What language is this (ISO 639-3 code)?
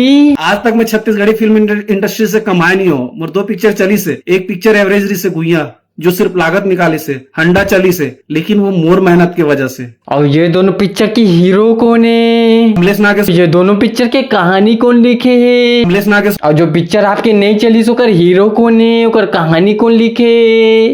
hne